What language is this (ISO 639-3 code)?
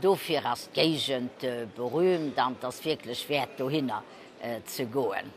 ltz